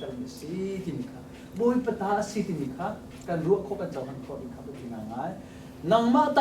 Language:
Hakha Chin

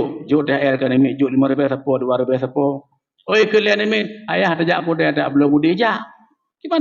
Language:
Achinese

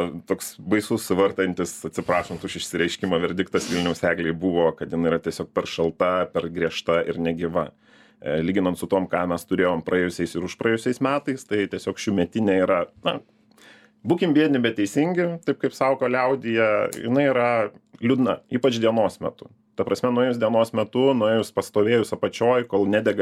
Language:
Lithuanian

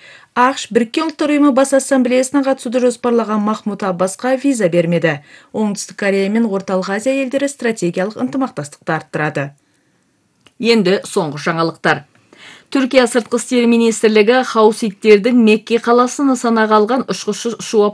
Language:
Kazakh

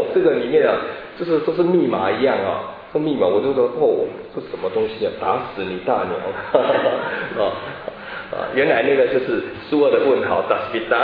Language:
Chinese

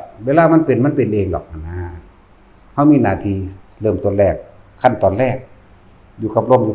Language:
Lao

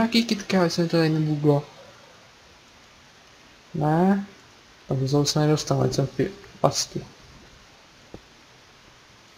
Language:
Czech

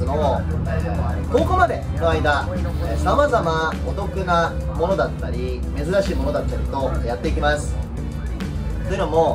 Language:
Japanese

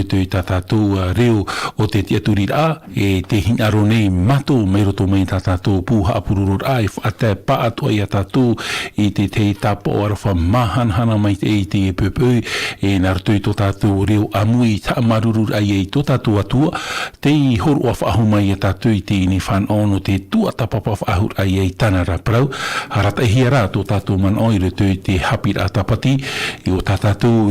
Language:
Tahitian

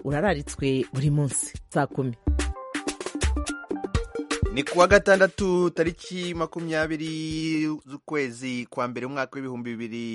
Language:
Kinyarwanda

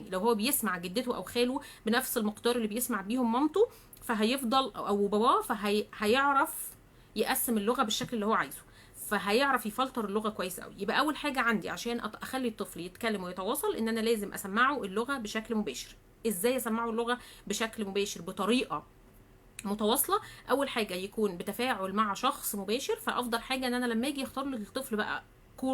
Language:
Egyptian Arabic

